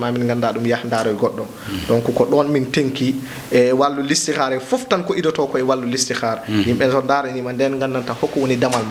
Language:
Fula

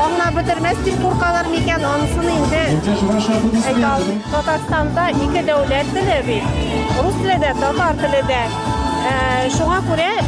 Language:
Tatar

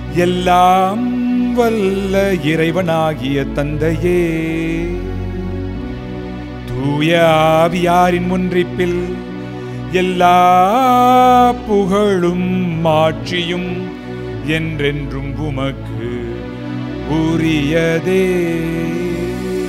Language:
Tamil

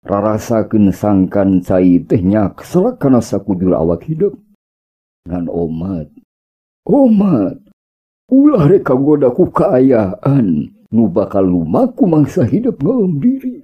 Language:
Sundanese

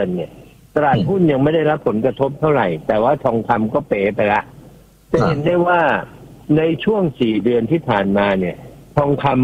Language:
Thai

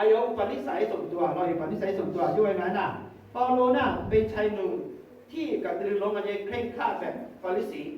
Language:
Akha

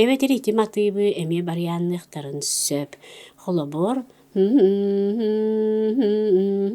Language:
Yakut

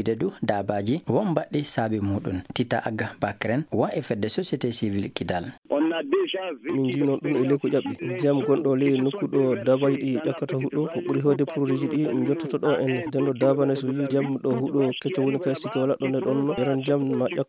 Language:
Fula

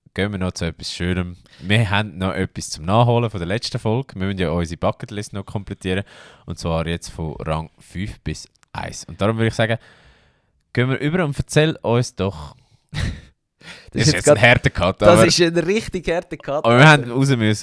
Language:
Swiss German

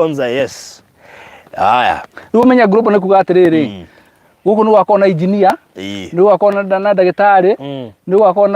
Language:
Kikuyu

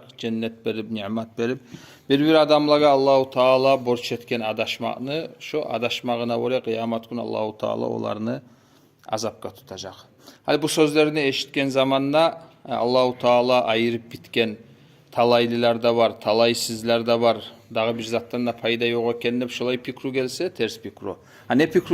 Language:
Kumyk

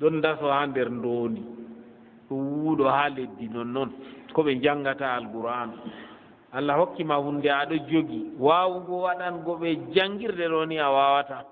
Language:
Fula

